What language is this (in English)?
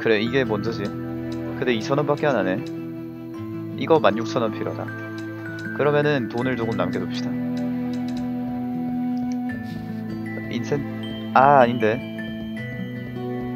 Korean